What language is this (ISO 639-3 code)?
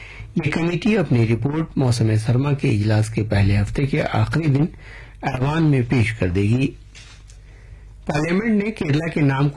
urd